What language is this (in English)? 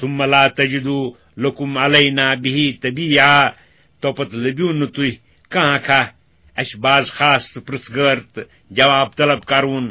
Kashmiri